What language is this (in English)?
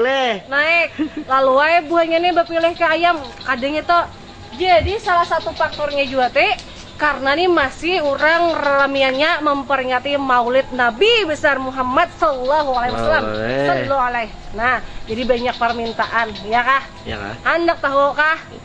Banjar